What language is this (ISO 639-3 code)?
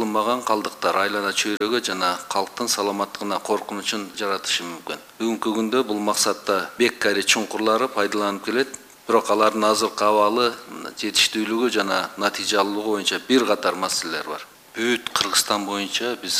kir